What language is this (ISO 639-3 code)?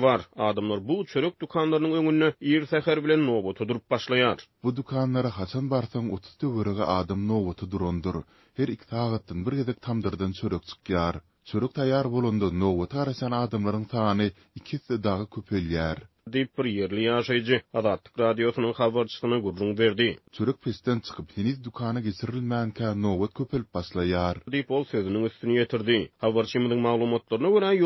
tuk